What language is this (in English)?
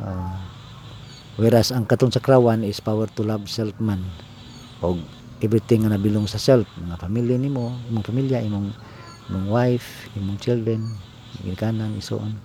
Cebuano